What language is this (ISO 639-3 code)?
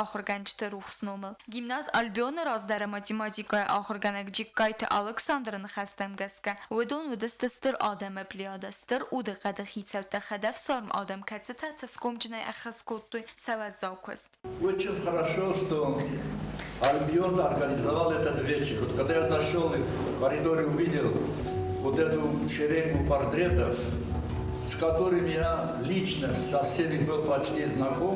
oss